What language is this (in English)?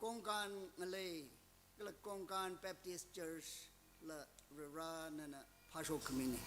Tangkhul Naga (India)